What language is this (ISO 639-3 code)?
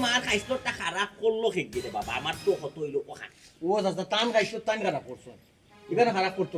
syl